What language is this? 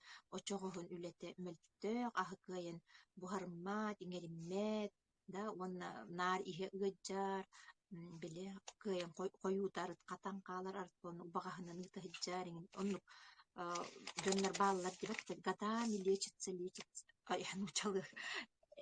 Yakut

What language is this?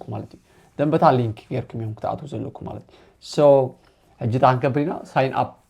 Tigrinya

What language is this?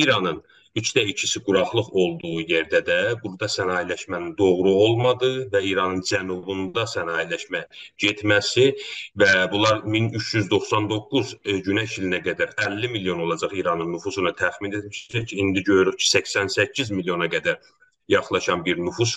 South Azerbaijani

